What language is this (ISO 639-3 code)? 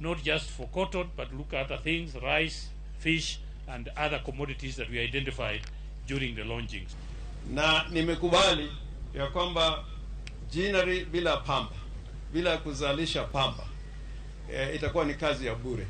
luo